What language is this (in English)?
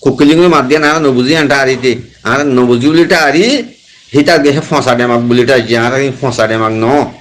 Rohingya